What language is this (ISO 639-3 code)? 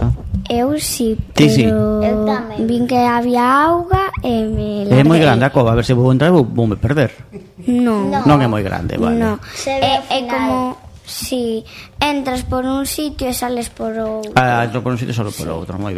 glg